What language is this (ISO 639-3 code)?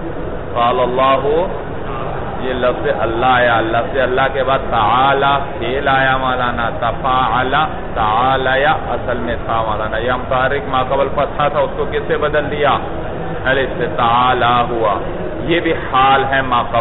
urd